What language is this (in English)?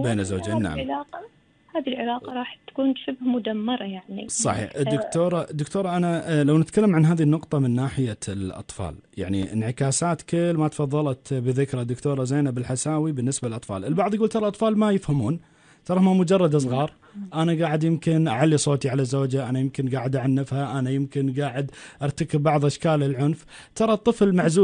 Gulf Arabic